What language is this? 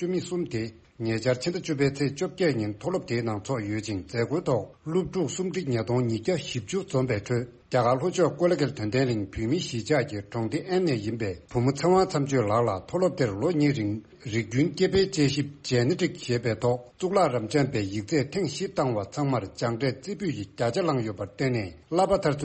Tibetan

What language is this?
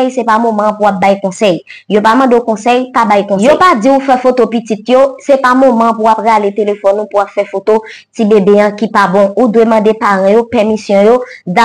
Haitian Creole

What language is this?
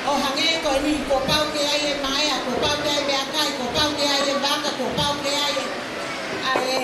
Tongan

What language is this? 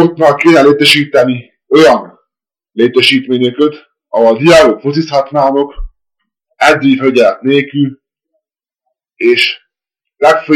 Hungarian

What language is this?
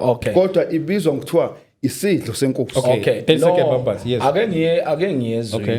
Zulu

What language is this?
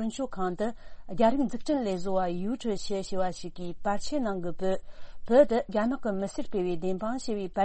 Tibetan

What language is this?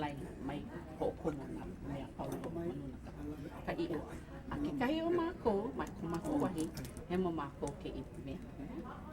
Hawaiian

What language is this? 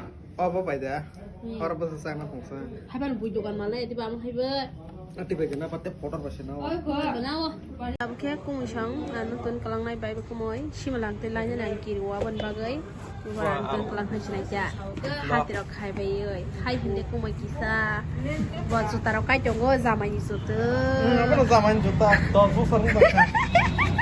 Kok Borok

